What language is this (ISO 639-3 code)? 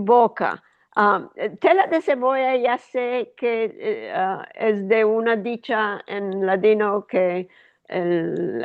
lad